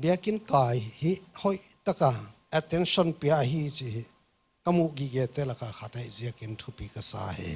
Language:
Paite Chin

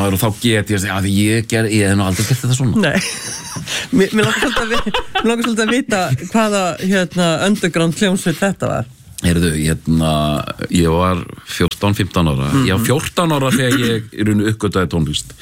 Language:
Icelandic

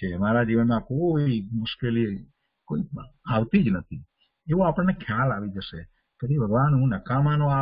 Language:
Gujarati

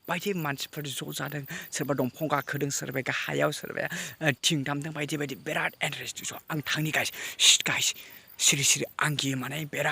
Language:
Bodo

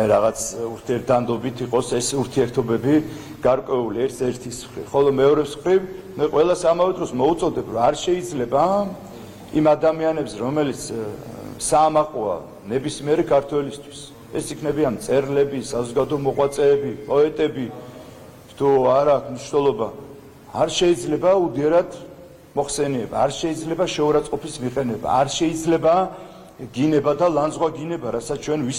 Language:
Georgian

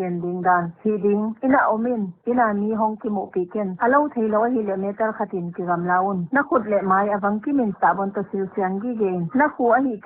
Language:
Paite Chin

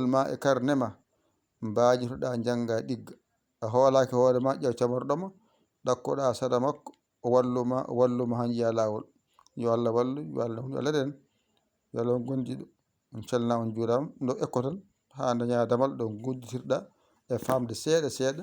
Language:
Fula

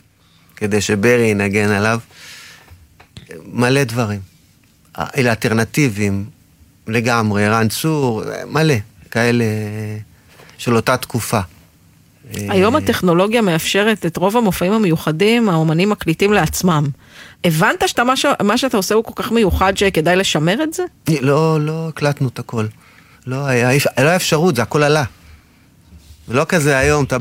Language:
Hebrew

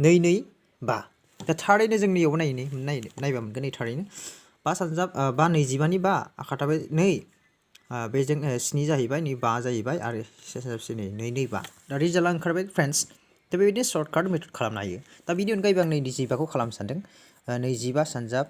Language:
Bodo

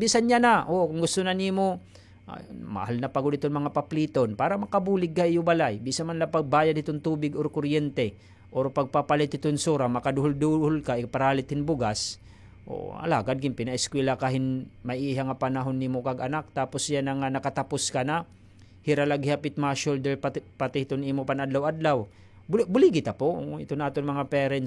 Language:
Waray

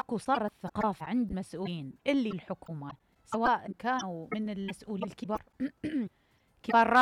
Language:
Mesopotamian Arabic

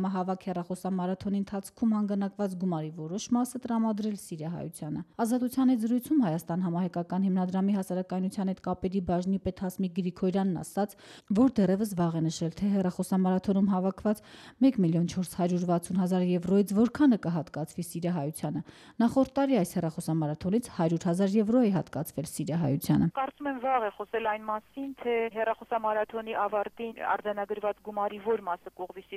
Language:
Armenian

